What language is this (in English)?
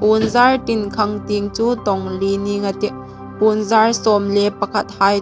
Hmar